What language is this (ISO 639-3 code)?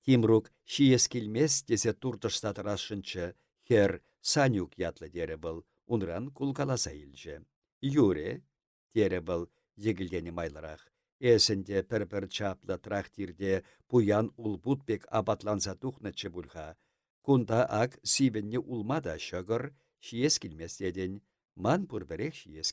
chv